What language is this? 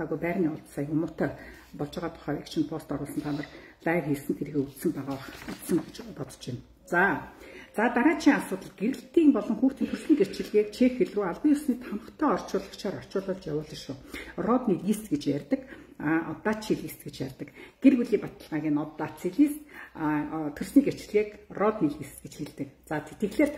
Mongolian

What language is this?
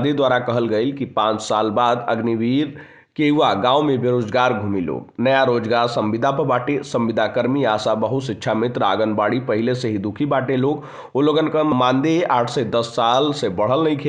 Bhojpuri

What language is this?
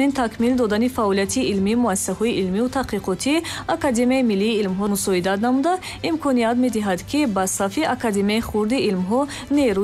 Tajik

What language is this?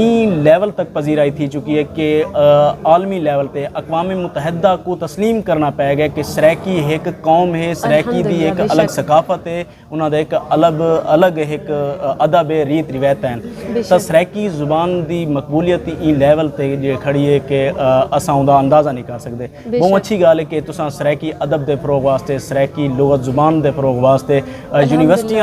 Saraiki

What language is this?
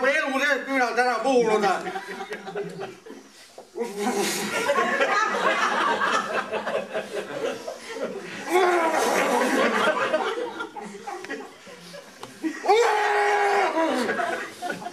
Estonian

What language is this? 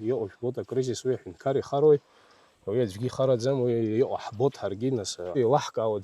Abkhazian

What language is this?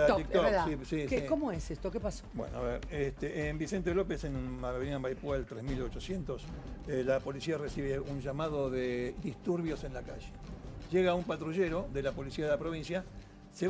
Spanish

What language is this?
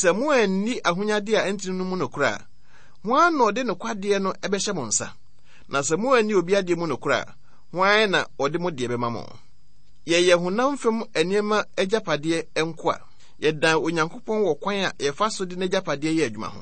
Akan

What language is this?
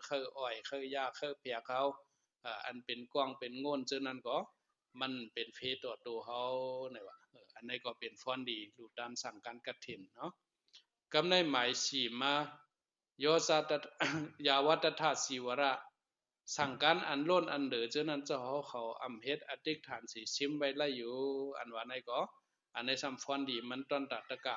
Shan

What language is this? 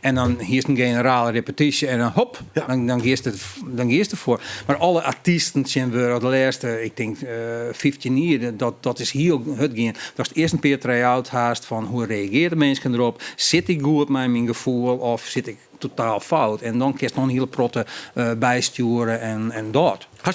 Western Frisian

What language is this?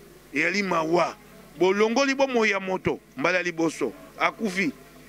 Lingala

